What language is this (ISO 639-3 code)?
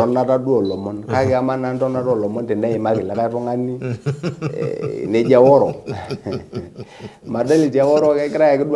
mas